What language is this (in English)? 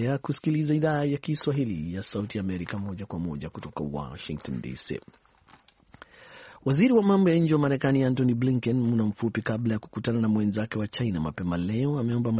Swahili